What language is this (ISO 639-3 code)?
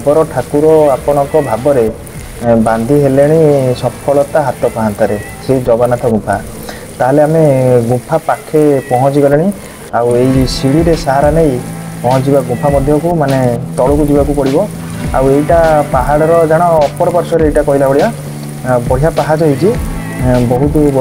ori